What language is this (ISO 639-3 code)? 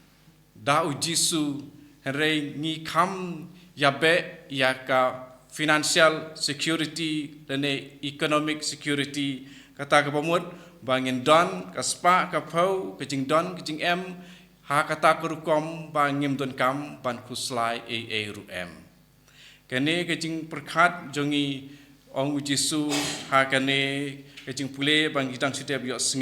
kha